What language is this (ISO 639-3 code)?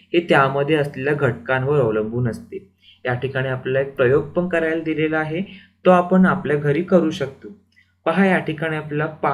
mar